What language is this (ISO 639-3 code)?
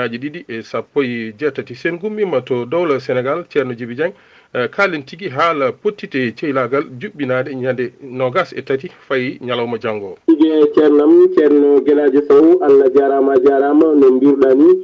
ful